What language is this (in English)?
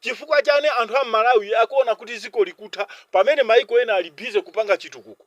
Nyanja